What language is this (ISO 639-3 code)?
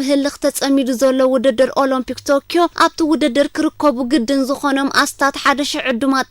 tir